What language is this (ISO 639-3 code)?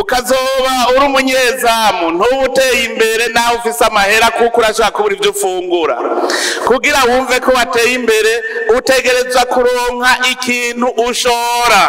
run